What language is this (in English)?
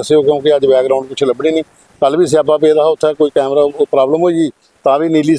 Dogri